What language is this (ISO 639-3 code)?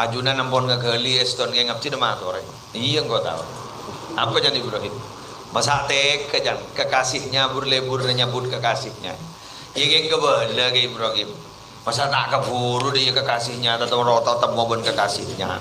mad